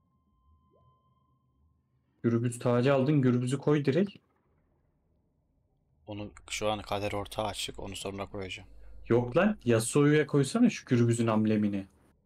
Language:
Turkish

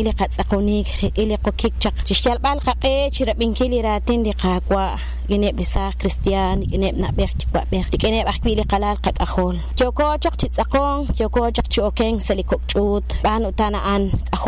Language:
Kekchí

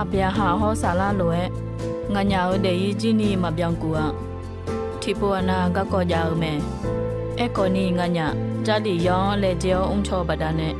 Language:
Akha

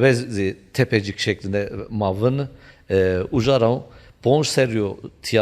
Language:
Zaza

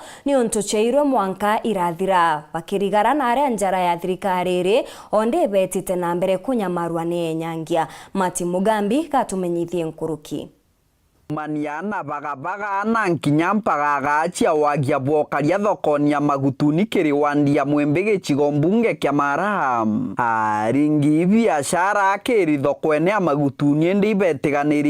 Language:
Meru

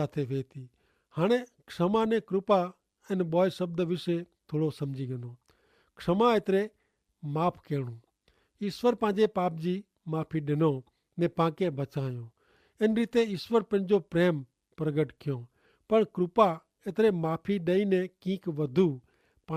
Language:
Kachhi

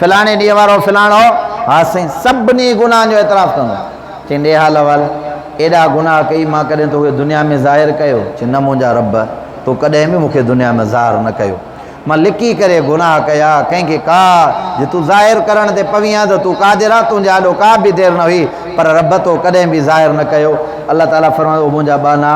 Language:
Sindhi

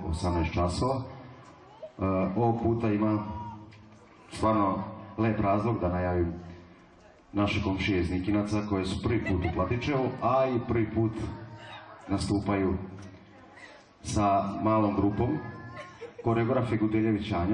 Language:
Serbian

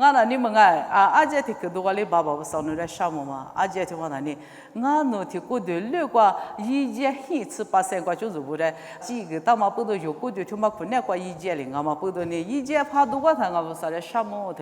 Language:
Lisu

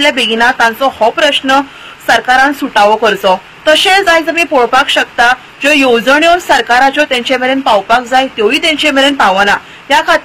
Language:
Konkani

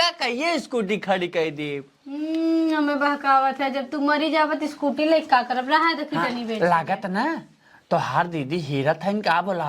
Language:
Awadhi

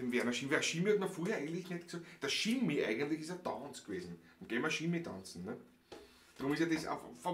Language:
Bavarian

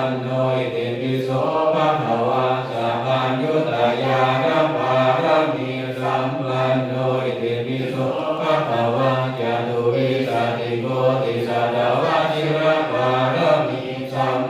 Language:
Pali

